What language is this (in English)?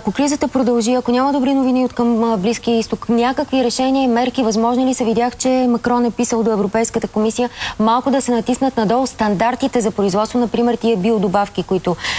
Bulgarian